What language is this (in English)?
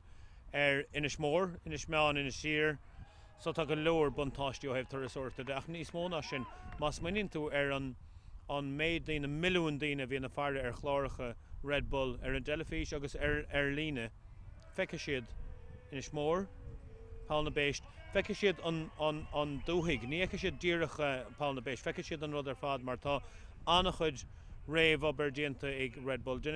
Irish